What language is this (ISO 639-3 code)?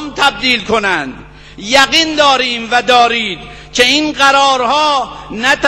fas